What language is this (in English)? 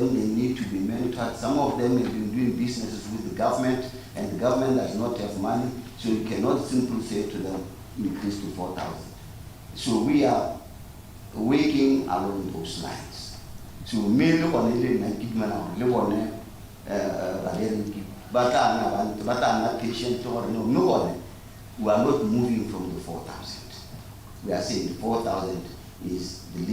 Tswana